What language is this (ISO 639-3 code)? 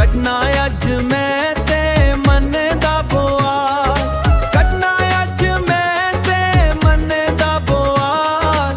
doi